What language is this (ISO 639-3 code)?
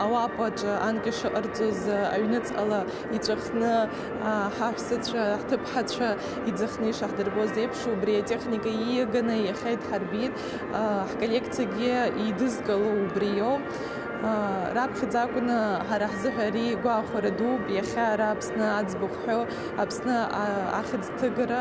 abk